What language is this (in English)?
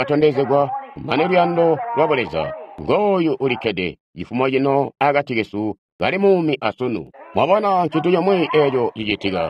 Tonga (Zambia)